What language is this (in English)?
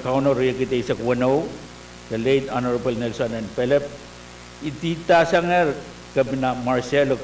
Pohnpeian